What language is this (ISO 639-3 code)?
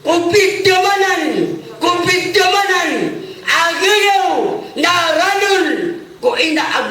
mrw